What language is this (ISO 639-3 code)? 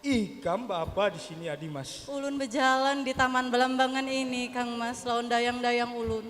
bjn